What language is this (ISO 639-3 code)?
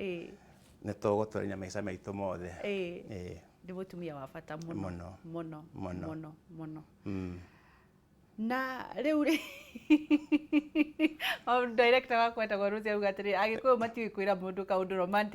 kik